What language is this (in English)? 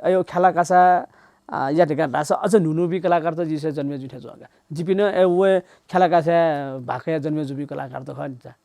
Newari